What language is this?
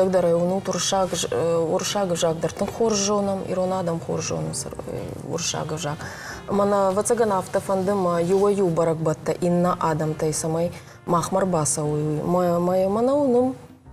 Ossetic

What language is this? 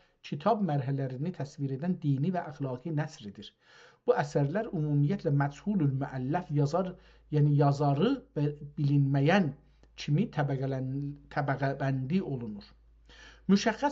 South Azerbaijani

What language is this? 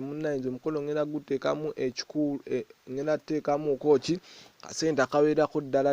Ganda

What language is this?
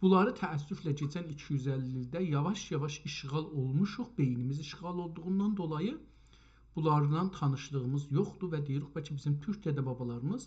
South Azerbaijani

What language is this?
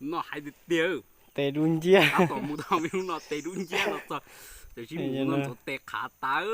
Hmong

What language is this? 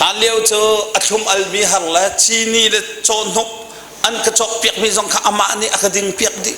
Hakha Chin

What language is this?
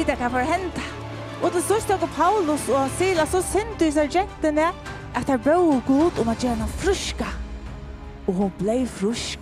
Faroese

